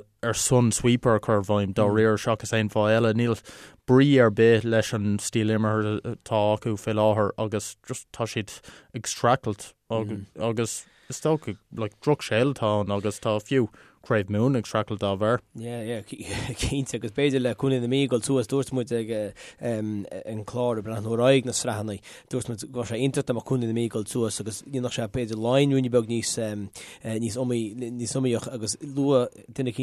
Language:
Irish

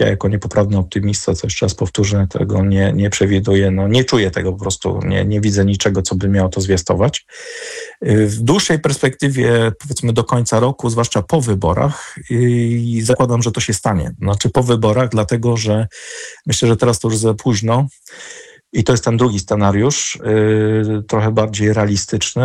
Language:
Polish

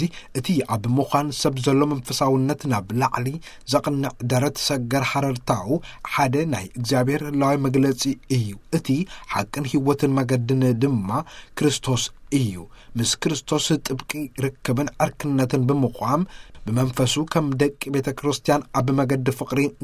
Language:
Tigrinya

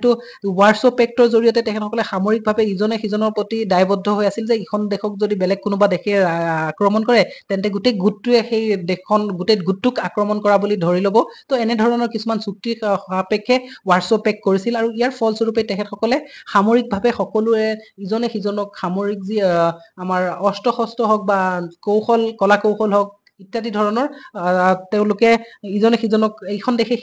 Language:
Assamese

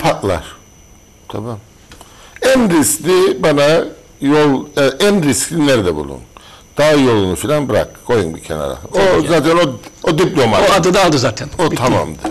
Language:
Turkish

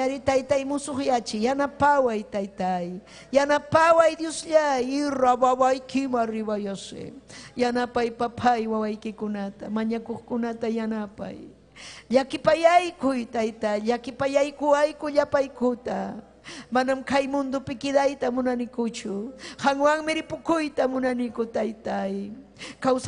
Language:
Ayacucho Quechua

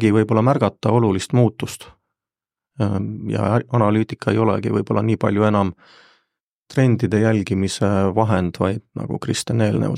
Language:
Estonian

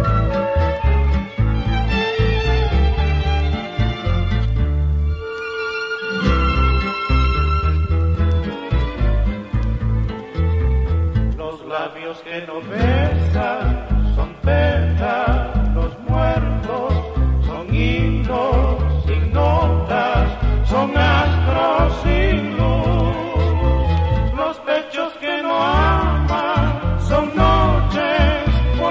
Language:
Spanish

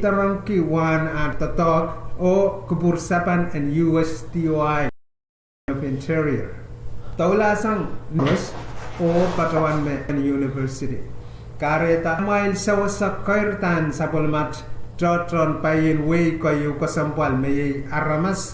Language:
Pohnpeian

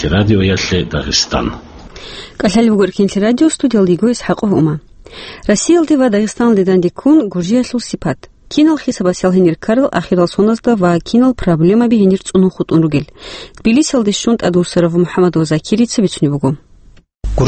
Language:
Avaric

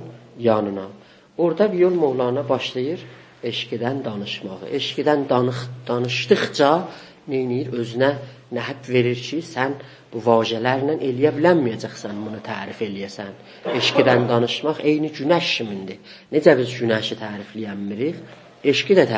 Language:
South Azerbaijani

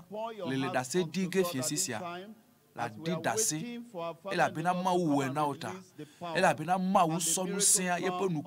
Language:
Ewe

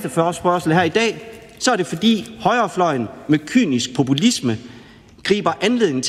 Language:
Danish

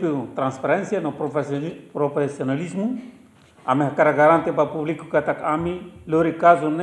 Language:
Tetum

